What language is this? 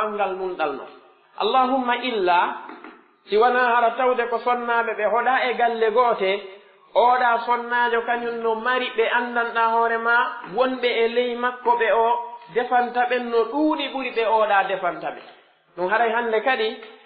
Pular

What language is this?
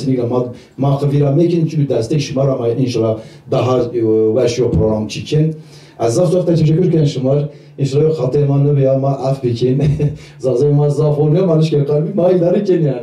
Zaza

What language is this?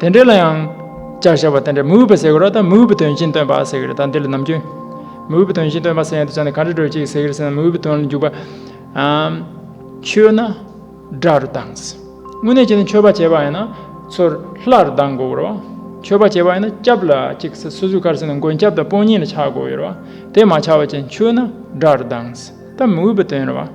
Tibetan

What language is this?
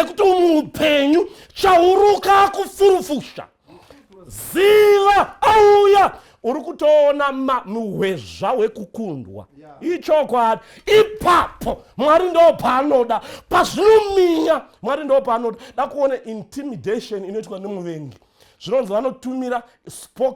Shona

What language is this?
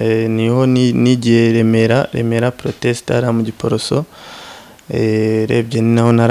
Kinyarwanda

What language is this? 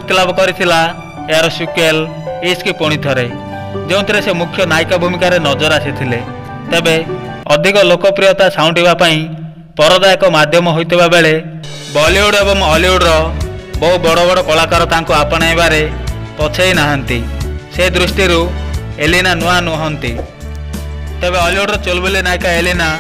Odia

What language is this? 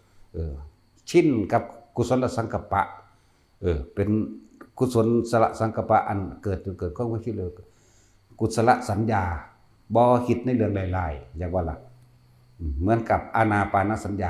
Northeastern Thai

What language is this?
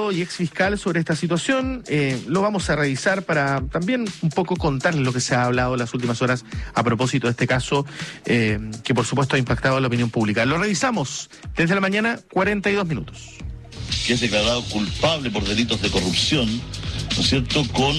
Spanish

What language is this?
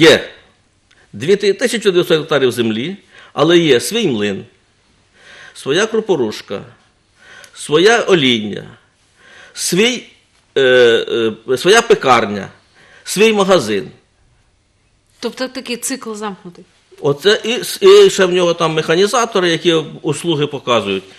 Ukrainian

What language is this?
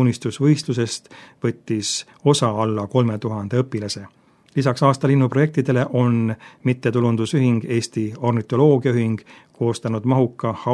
Estonian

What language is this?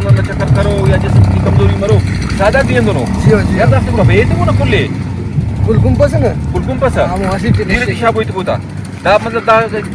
Brahui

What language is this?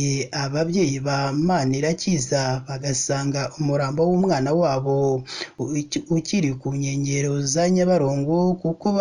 Kinyarwanda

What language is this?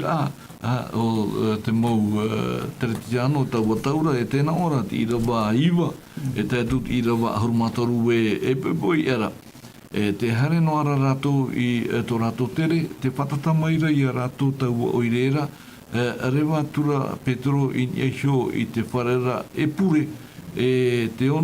Tahitian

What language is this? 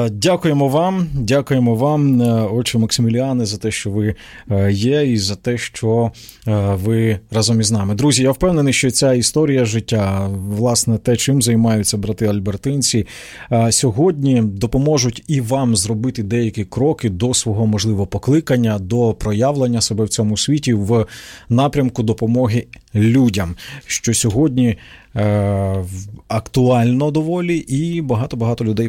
Ukrainian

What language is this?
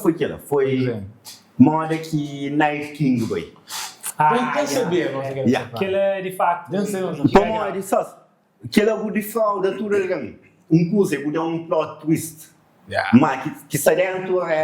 Kabuverdianu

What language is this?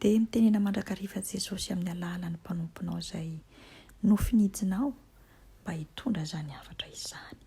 Malagasy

